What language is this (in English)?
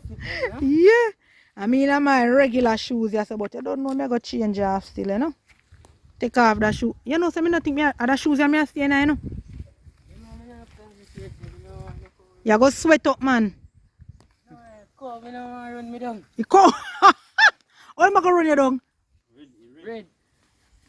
Jamaican Creole English